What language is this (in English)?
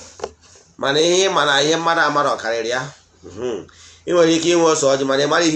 Igbo